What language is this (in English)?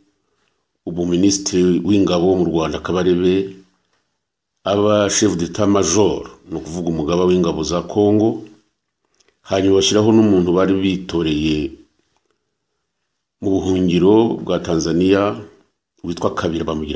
Kinyarwanda